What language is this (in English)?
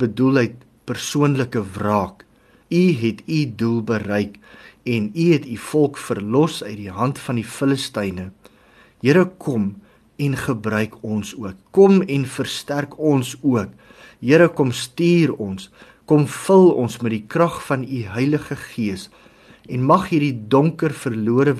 Afrikaans